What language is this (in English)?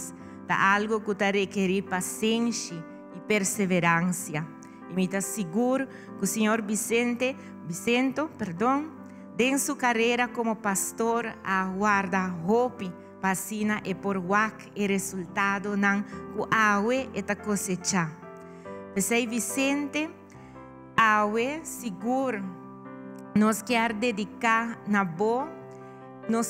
Papiamento